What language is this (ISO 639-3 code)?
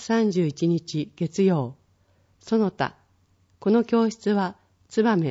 jpn